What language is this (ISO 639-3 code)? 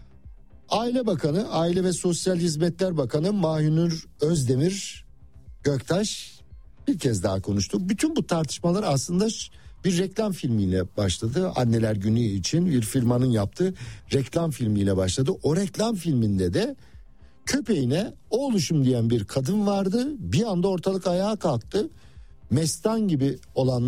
tur